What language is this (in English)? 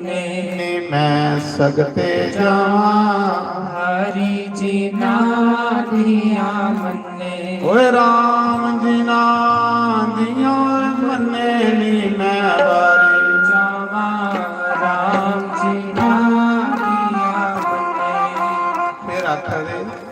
Dogri